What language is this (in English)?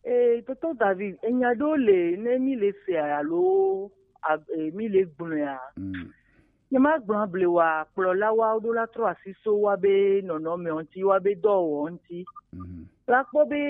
Gen